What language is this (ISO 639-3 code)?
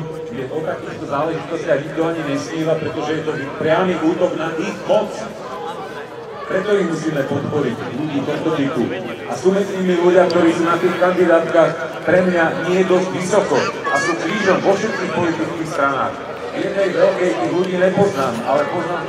slk